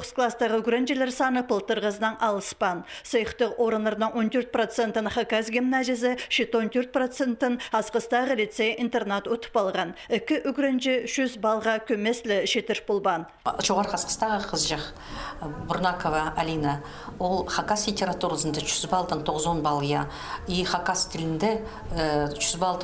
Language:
Khakas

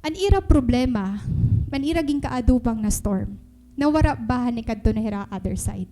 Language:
Waray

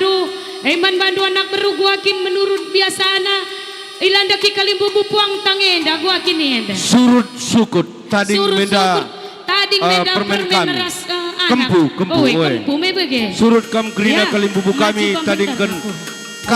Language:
Batak Karo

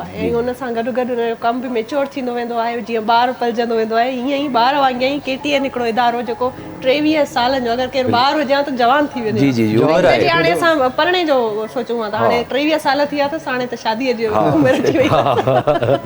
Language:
Sindhi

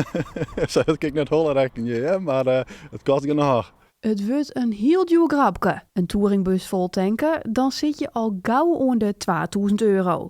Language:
Western Frisian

